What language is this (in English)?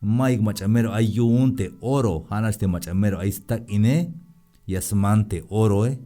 Tzeltal